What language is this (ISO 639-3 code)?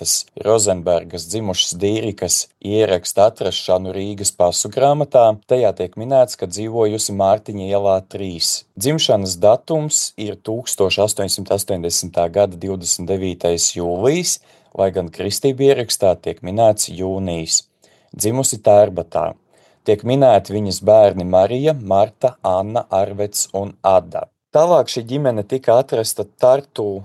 lav